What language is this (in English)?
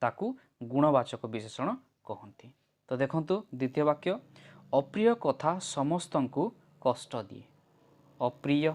Odia